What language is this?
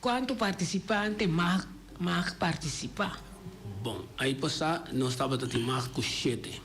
Papiamento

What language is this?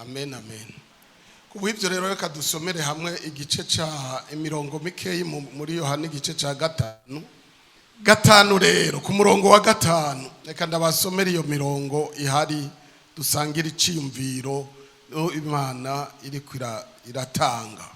Rundi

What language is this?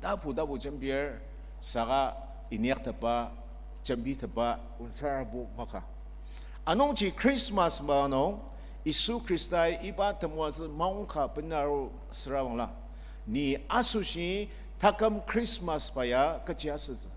Ao Naga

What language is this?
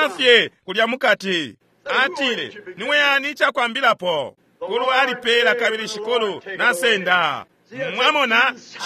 Bemba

